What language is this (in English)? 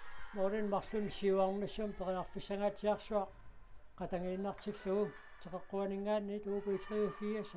Kalaallisut